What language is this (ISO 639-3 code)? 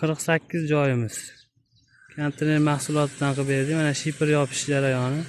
uzb